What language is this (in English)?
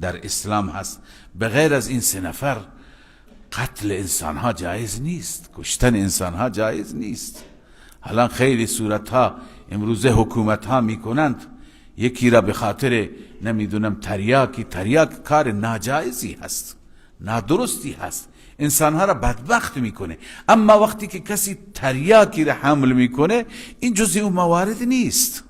Persian